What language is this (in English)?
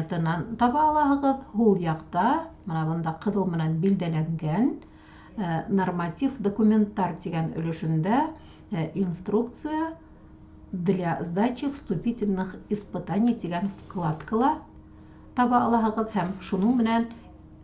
Bashkir